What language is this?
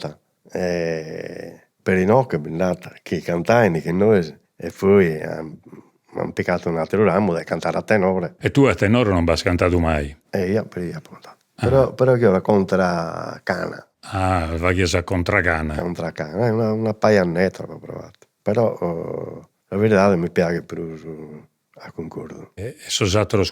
Sardinian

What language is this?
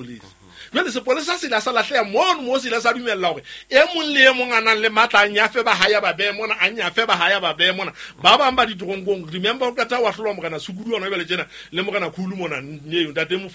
Southern Sotho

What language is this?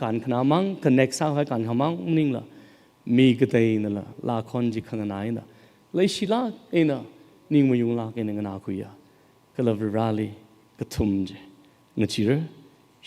Tangkhul Naga (India)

